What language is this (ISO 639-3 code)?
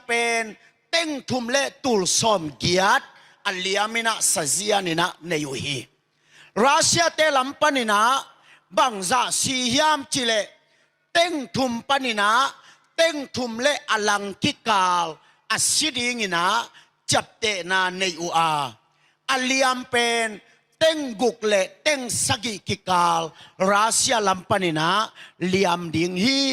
ctd